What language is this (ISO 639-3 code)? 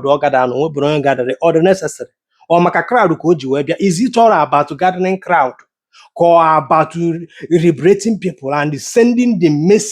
ibo